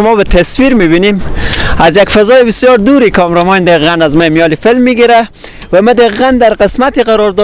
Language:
Persian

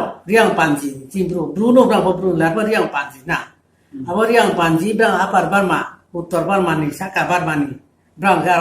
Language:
Riang (India)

